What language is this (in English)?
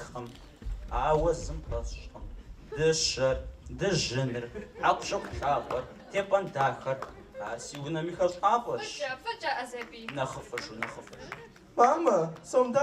Kabardian